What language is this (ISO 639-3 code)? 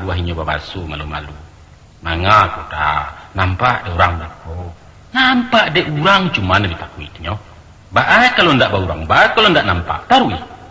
min